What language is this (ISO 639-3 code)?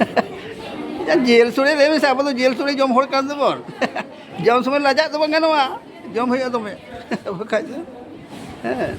sat